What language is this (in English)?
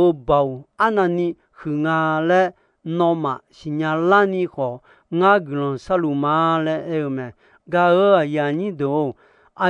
Akha